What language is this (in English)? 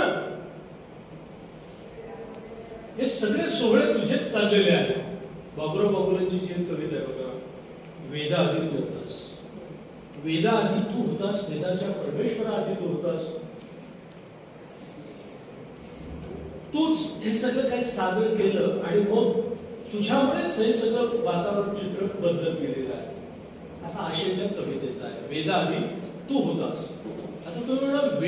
Marathi